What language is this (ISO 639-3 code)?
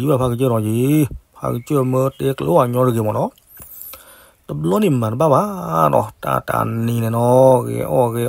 ksw